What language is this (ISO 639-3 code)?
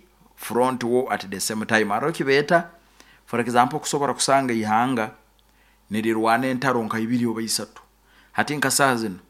nyo